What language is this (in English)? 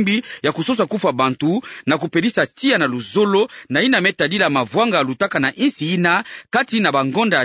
Kituba (Democratic Republic of Congo)